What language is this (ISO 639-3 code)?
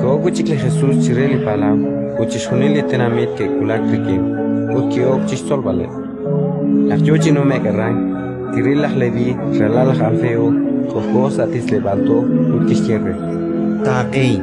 kek